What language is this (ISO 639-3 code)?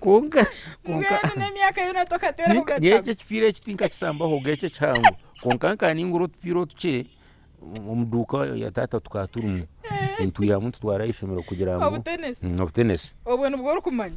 nyn